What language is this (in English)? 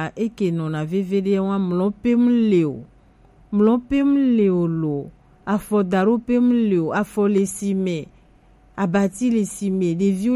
Gen